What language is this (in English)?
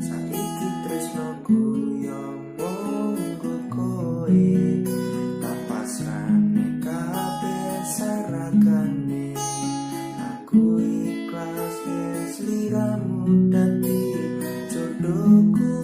Javanese